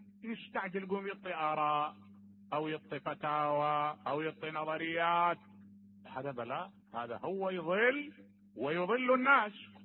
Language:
Mesopotamian Arabic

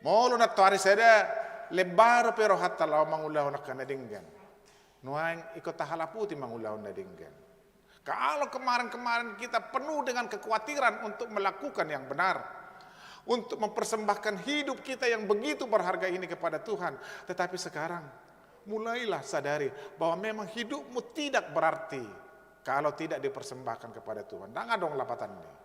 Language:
Batak Toba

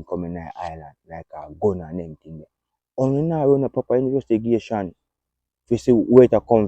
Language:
Jamaican Creole English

